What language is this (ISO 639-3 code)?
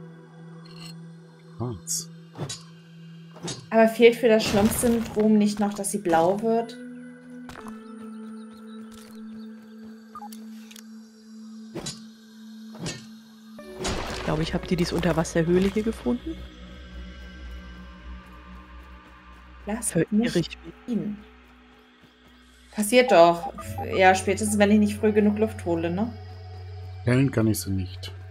deu